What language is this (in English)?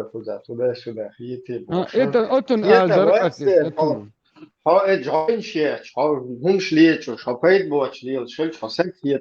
Chechen